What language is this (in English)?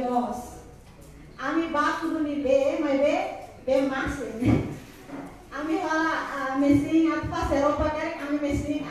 Tetum